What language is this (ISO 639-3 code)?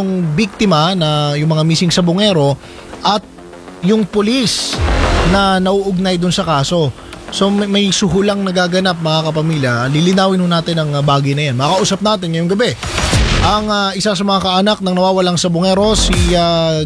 fil